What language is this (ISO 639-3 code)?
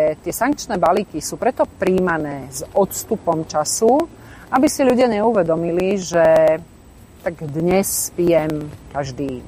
slk